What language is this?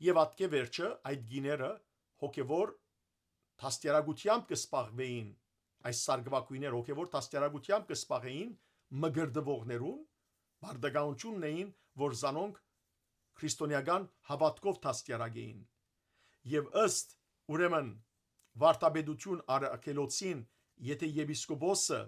Western Armenian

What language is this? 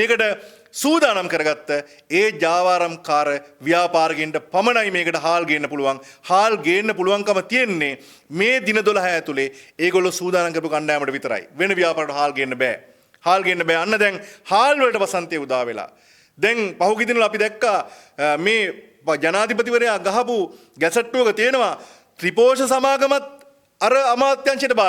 Sinhala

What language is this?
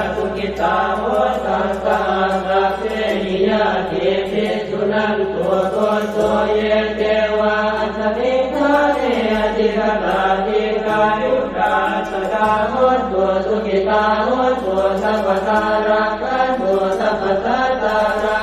Pali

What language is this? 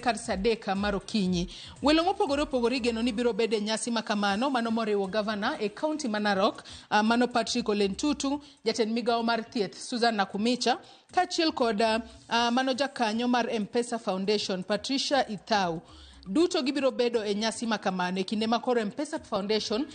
Luo (Kenya and Tanzania)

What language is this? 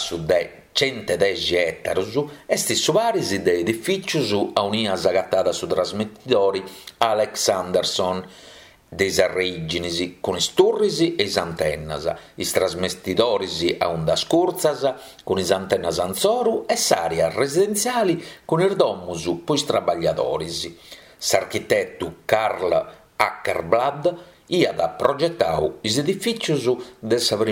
Sardinian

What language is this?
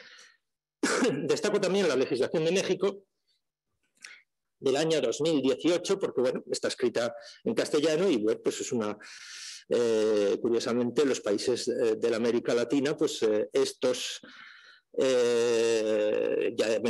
Spanish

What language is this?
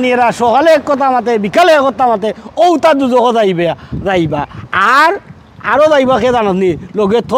Sylheti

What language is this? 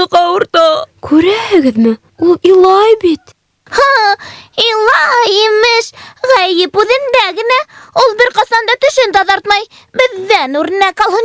Bashkir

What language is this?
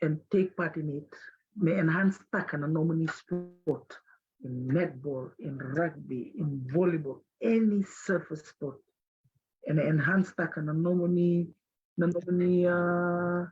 Fijian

